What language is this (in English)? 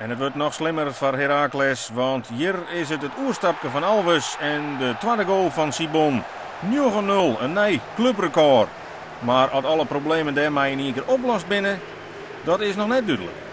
Western Frisian